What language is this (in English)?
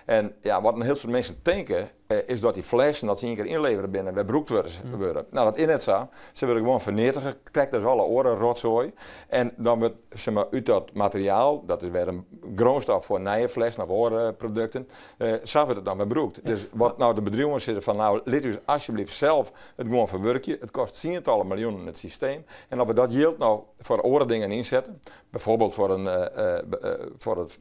Western Frisian